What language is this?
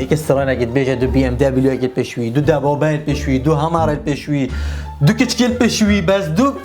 Kurdish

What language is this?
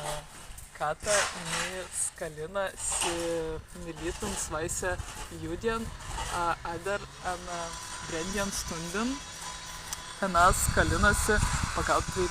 Prussian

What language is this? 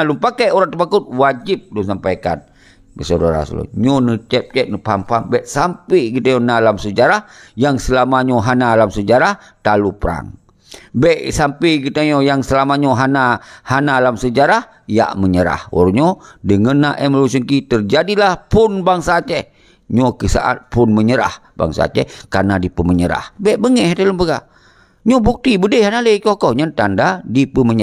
Achinese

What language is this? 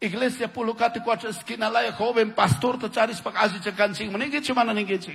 Chimborazo Highland Quichua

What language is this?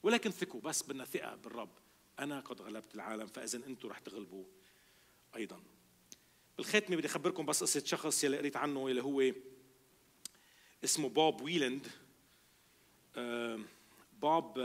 North Levantine Arabic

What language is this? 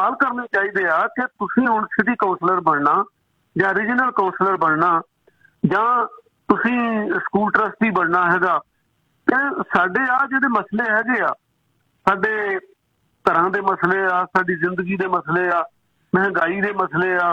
Punjabi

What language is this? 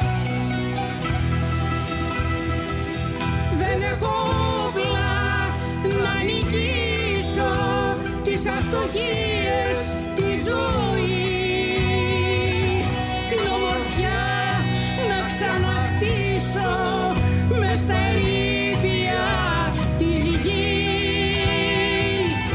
Greek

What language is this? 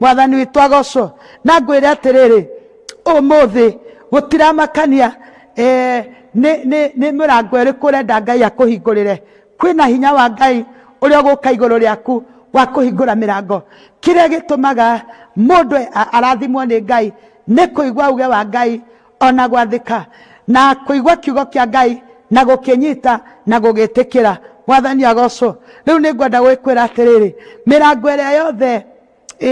Kikuyu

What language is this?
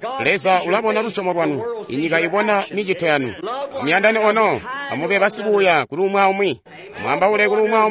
Tonga (Zambia)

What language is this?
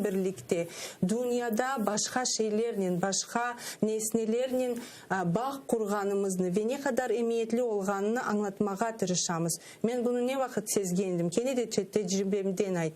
Crimean Tatar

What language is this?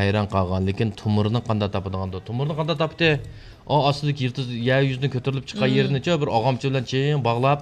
Uyghur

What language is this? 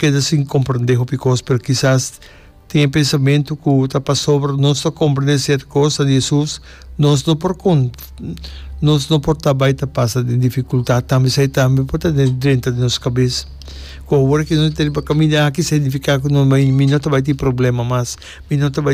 Papiamento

